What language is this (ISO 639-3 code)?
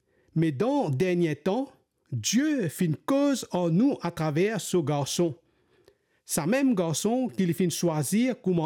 mfe